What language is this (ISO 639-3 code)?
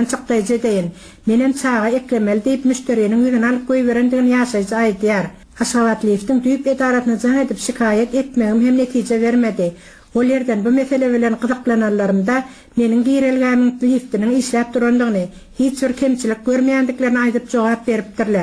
tuk